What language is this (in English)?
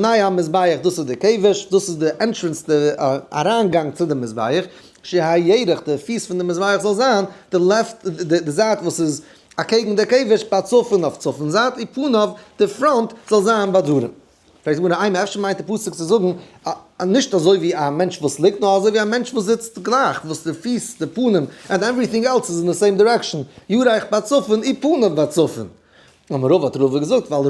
Yiddish